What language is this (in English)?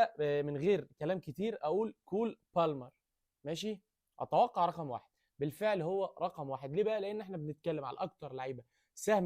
Egyptian Arabic